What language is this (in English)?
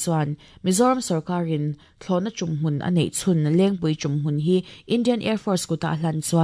Mizo